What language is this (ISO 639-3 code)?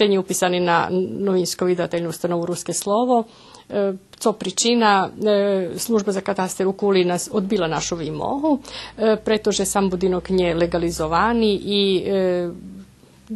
rue